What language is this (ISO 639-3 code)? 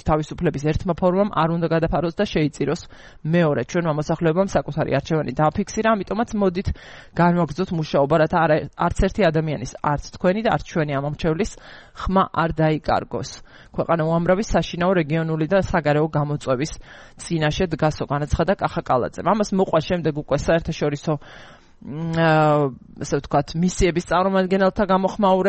kat